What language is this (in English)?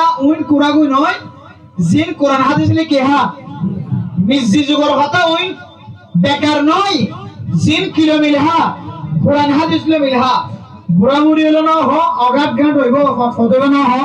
Rohingya